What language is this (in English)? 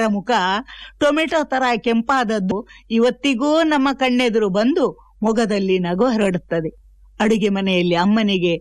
Kannada